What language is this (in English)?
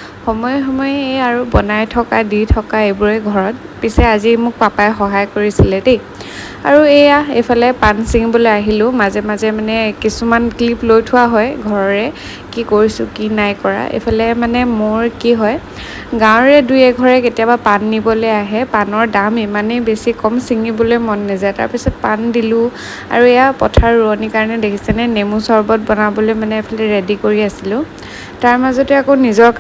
Assamese